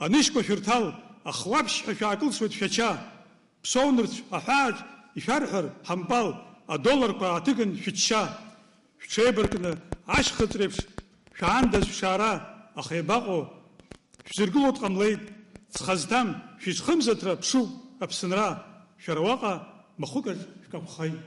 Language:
Abkhazian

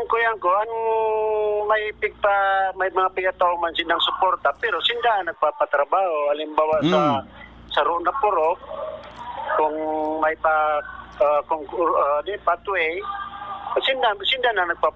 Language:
Bikol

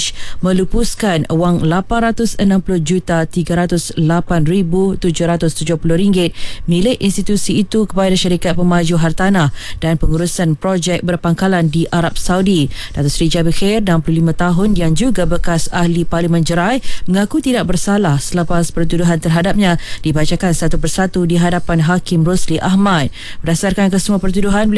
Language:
Malay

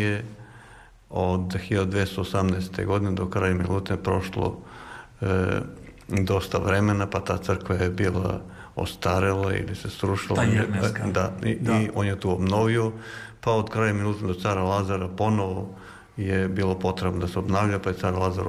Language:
Serbian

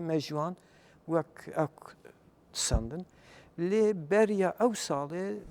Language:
Kurdish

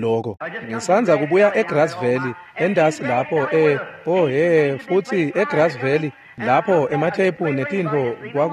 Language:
Swati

